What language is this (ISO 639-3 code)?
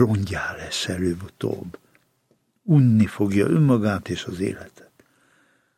hun